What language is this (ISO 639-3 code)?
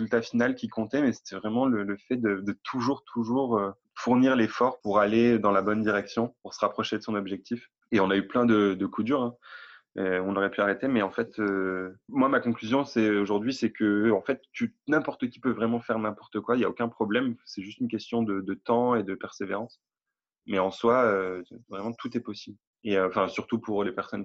fra